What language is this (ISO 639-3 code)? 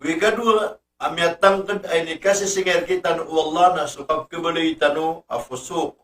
mrw